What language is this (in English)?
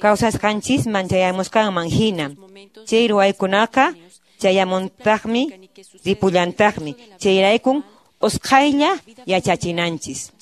Quechua